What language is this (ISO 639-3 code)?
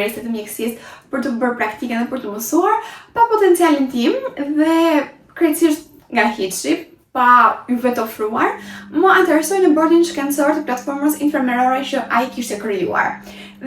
sqi